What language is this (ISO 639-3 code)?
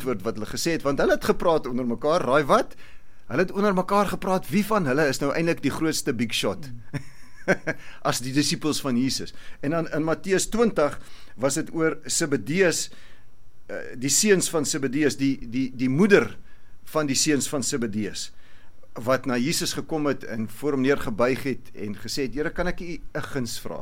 afr